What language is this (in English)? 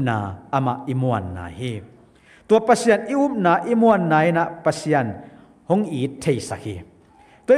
Tedim Chin